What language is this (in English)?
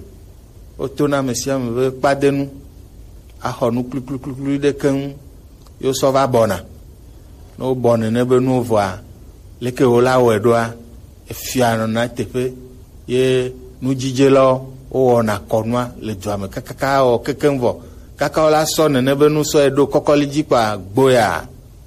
Gen